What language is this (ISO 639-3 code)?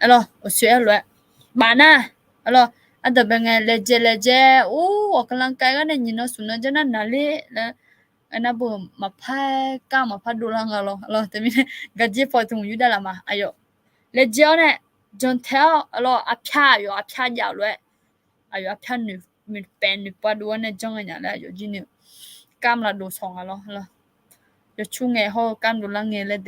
ahk